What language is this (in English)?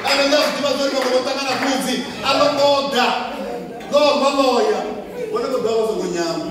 Venda